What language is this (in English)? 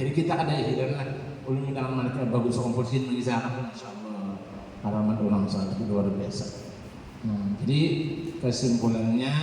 Banjar